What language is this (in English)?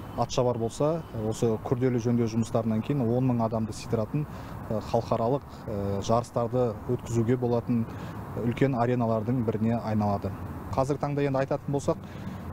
Kazakh